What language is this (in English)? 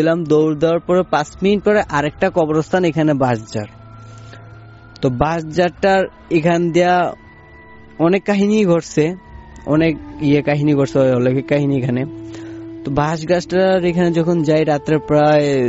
Bangla